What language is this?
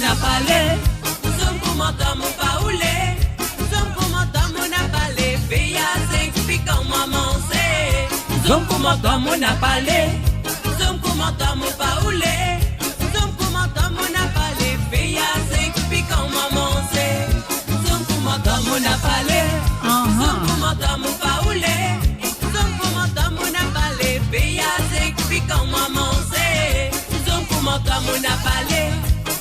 Morisyen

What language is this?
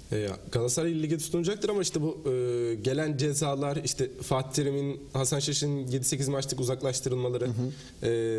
Turkish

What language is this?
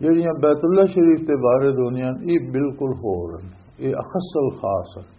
Western Panjabi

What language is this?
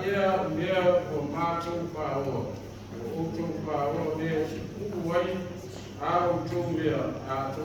Samoan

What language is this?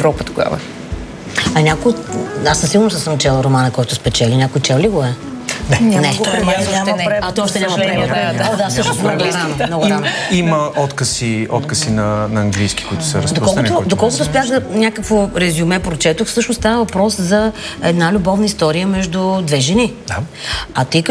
Bulgarian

